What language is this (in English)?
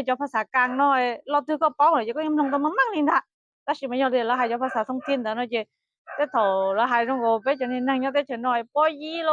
Hmong